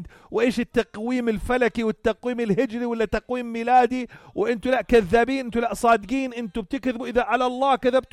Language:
North Levantine Arabic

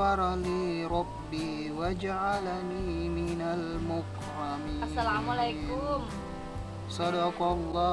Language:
Buginese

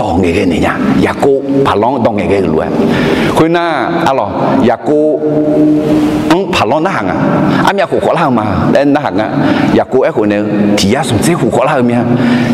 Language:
Akha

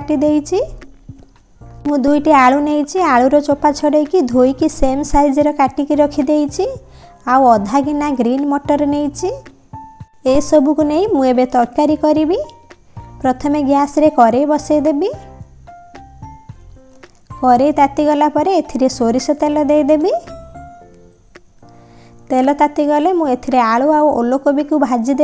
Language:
Odia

